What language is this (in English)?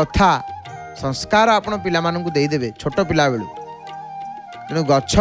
Odia